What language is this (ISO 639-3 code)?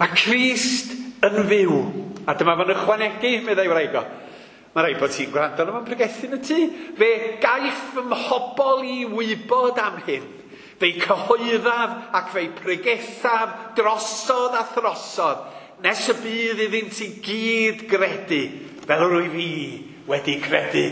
cym